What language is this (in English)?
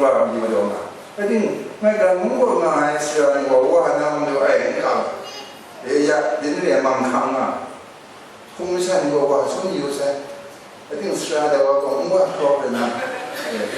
Kachin